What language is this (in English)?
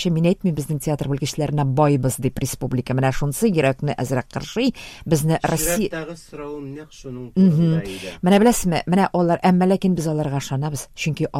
Tatar